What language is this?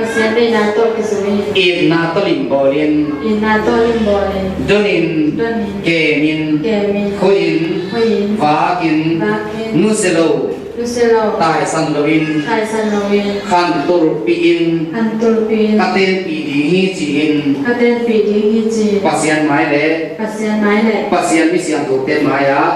Tedim Chin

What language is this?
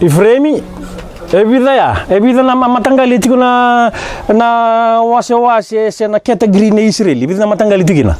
Fijian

